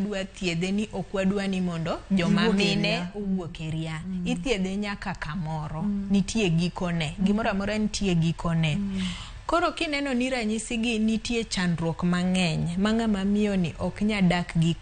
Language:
Luo (Kenya and Tanzania)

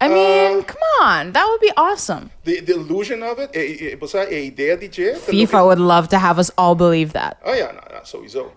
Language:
Papiamento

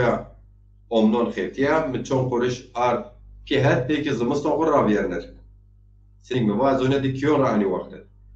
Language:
Zaza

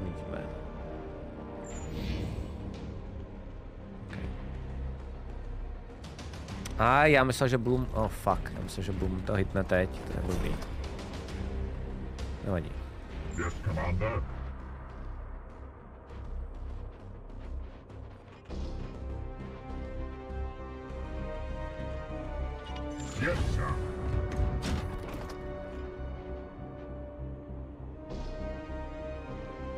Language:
Czech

